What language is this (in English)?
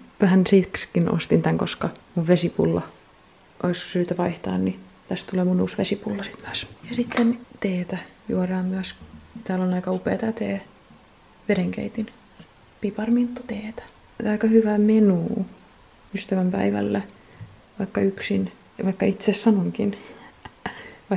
Finnish